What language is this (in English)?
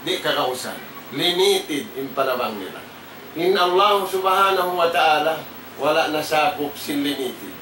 Tausug